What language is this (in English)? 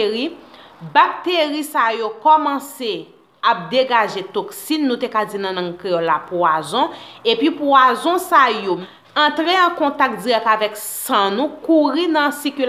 Haitian Creole